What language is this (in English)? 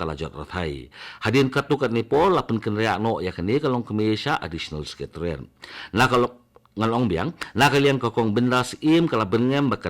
Khasi